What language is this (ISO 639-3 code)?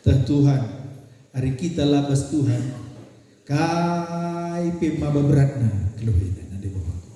btx